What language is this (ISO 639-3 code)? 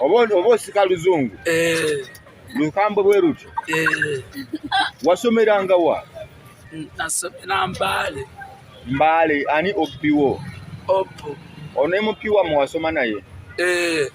lug